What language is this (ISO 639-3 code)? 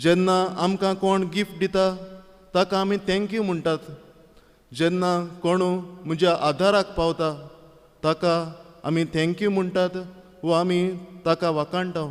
kok